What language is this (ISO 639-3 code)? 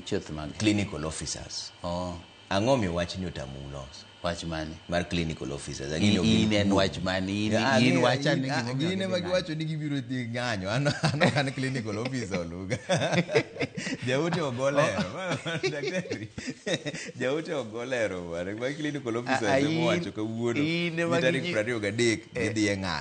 luo